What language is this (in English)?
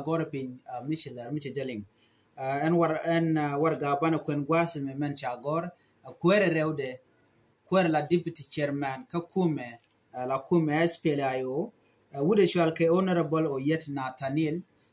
Nuer